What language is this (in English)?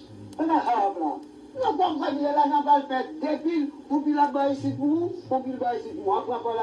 Haitian Creole